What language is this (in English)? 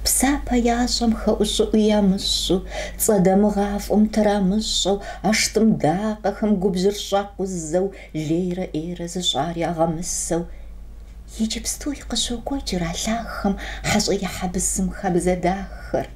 Kabardian